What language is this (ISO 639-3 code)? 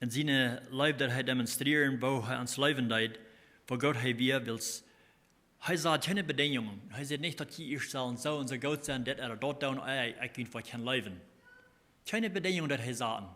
pdt